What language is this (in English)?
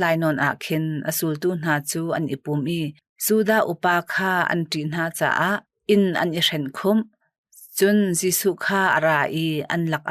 Hakha Chin